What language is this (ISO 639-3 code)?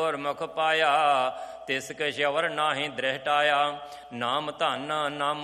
pan